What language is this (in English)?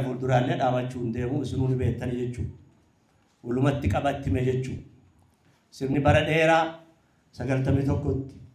Oromo